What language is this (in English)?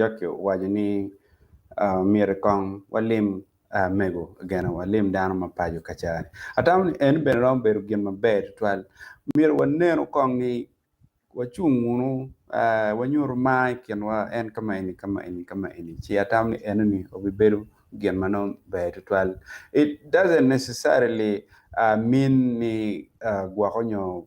Acoli